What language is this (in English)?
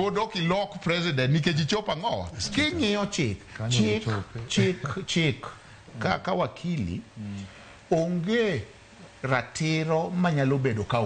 Luo (Kenya and Tanzania)